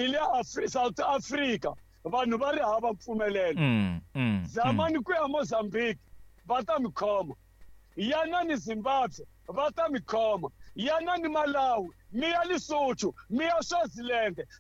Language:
Tsonga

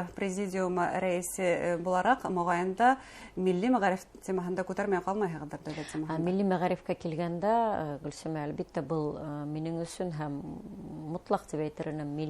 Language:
Bashkir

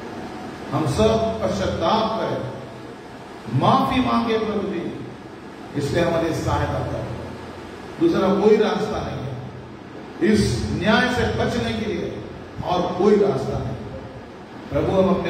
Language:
Hindi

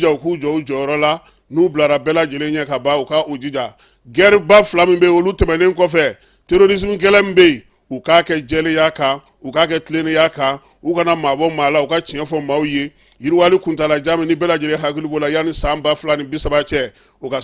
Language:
Bambara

